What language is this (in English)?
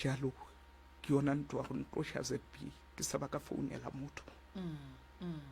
Northern Sotho